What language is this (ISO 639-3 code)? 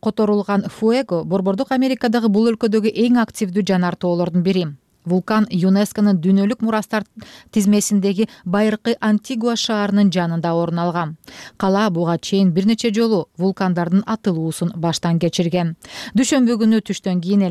kir